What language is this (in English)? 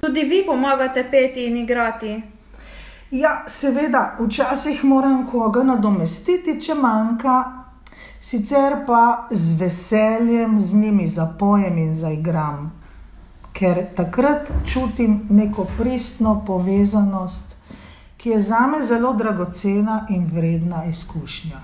Slovenian